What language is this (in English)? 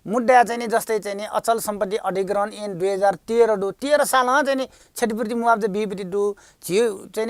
Newari